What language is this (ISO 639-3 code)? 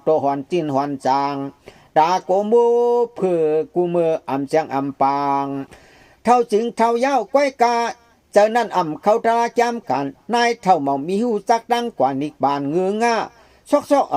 shn